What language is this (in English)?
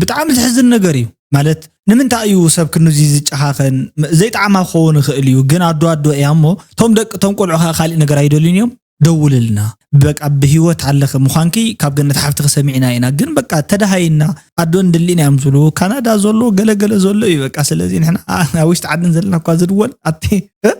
Tigrinya